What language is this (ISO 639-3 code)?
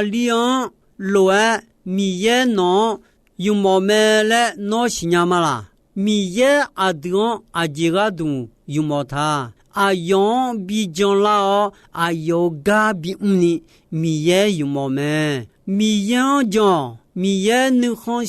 ahk